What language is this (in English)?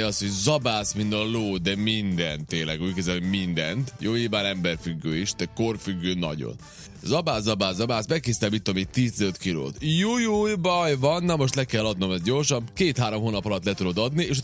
Hungarian